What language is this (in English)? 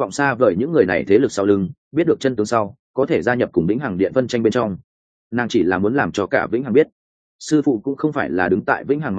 Vietnamese